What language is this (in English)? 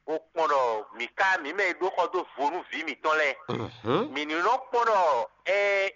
Fon